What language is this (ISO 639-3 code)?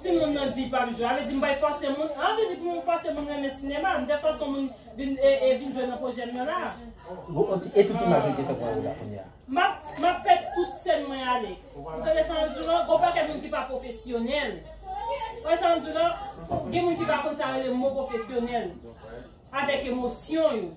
hat